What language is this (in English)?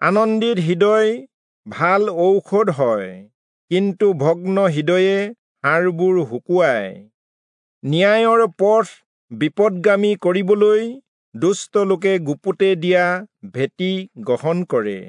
Assamese